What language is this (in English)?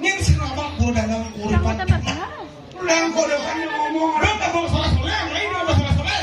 Balinese